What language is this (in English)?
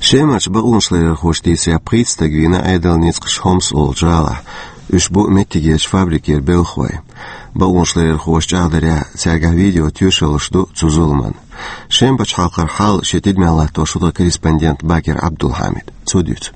Chechen